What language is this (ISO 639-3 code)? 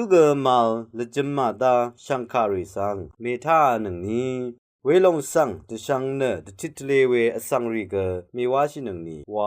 raw